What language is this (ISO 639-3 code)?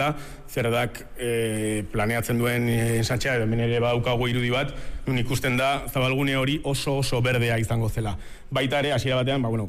eus